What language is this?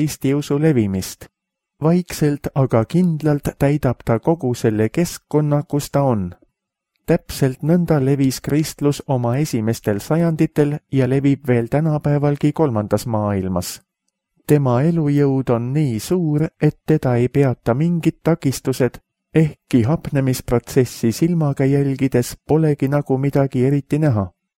Estonian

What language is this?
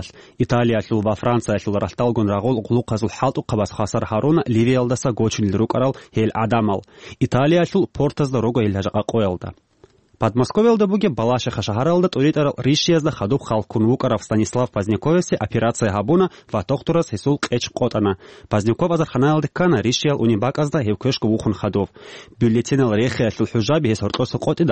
Avaric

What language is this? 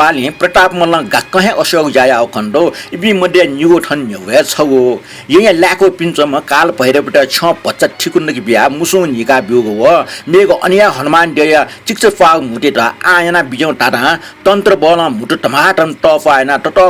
Newari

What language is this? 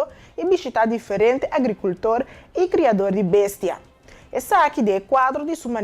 Papiamento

